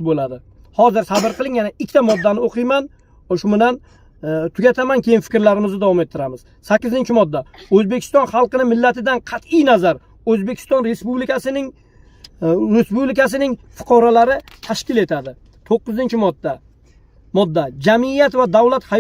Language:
Uzbek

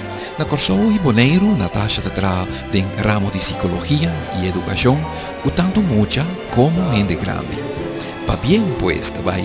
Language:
Papiamento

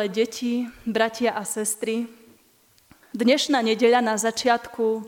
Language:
Slovak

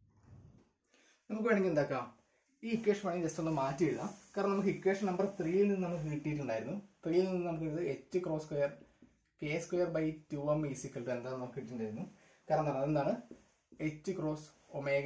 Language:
Malayalam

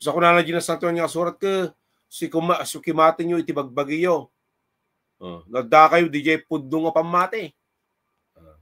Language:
Iloko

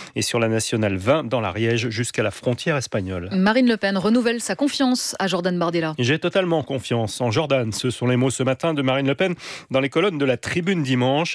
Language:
French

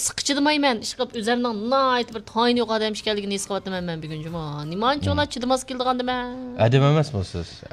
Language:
Uyghur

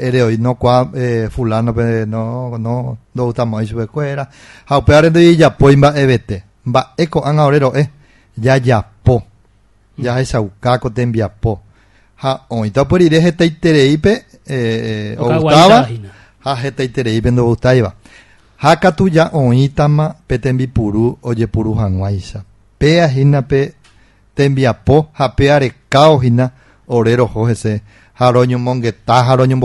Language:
Guarani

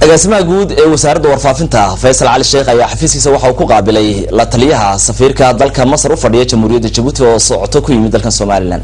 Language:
Somali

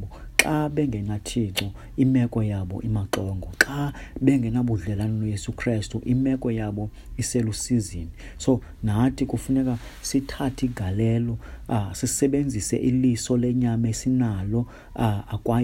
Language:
Xhosa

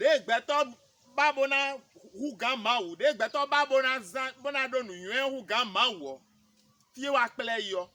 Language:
Fon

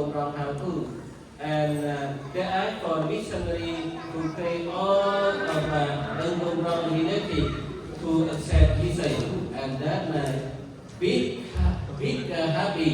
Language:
Central Mnong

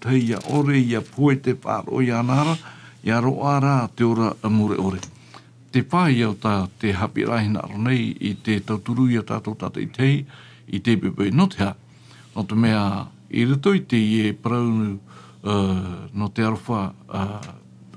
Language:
Tahitian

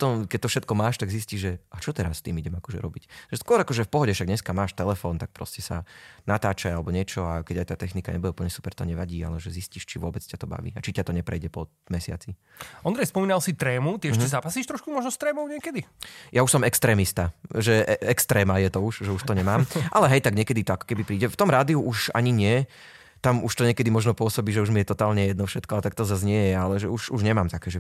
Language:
Slovak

